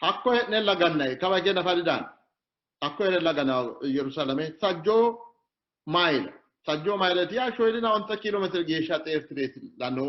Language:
Sidamo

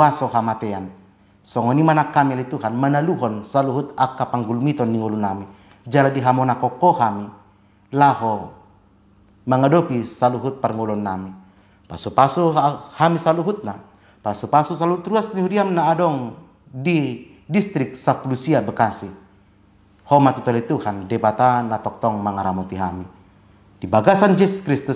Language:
Batak Toba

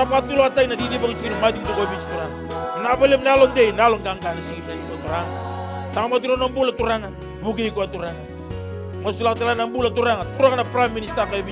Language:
Fijian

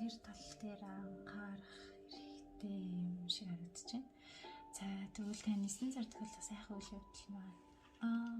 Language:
Mongolian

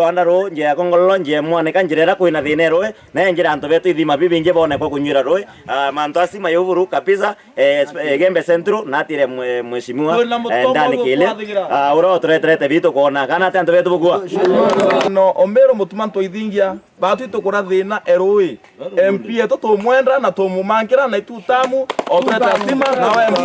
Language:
Meru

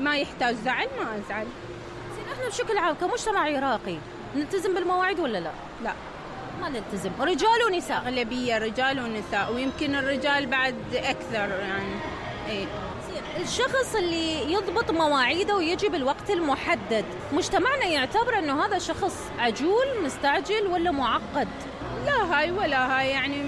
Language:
Mesopotamian Arabic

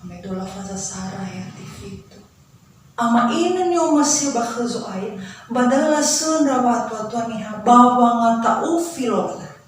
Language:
Nias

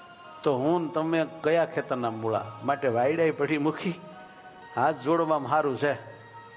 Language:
Gujarati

